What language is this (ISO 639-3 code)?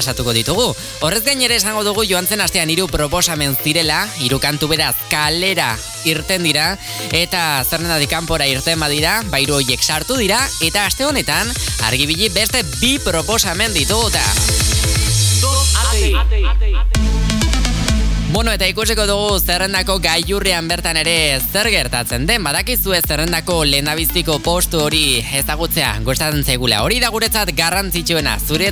eus